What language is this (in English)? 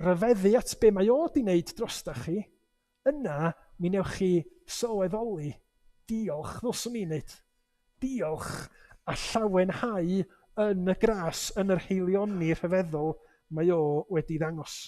Welsh